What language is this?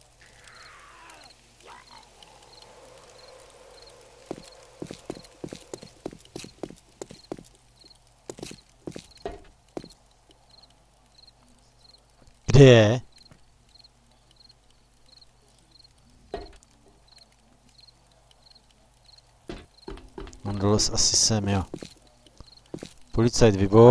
Czech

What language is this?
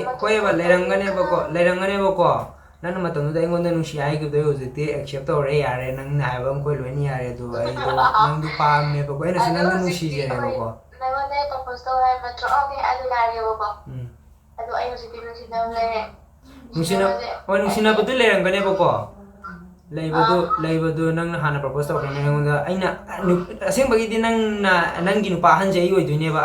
Manipuri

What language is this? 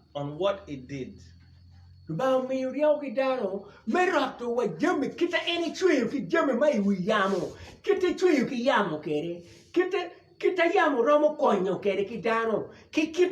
Acoli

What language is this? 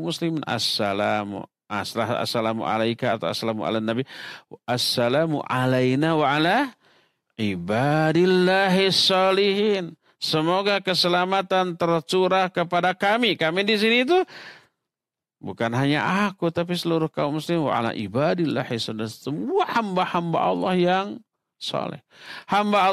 Indonesian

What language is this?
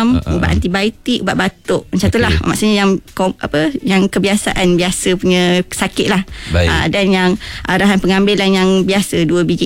Malay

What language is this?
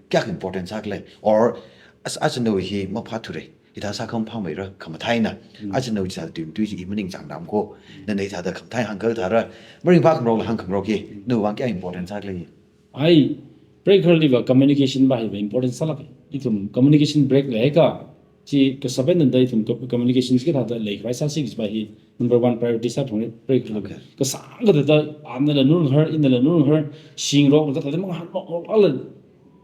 Tangkhul Naga (India)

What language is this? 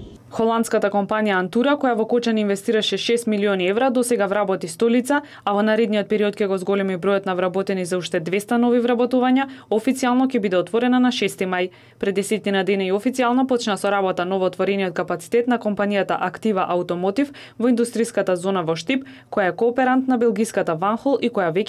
Macedonian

